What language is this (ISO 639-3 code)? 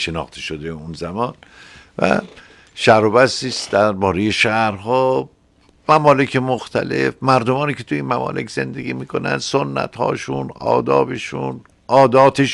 fas